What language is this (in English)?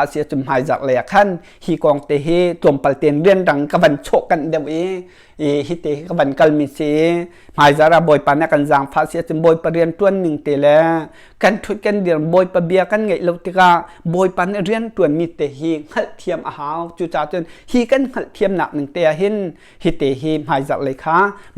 Hakha Chin